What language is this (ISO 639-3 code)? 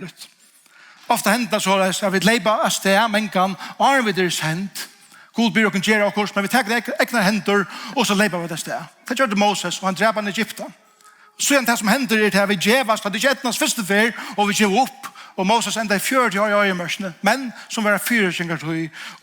fao